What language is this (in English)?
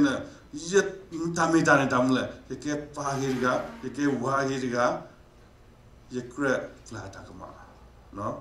S'gaw Karen